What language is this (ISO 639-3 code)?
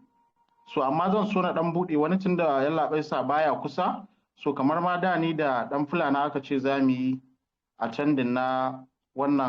hau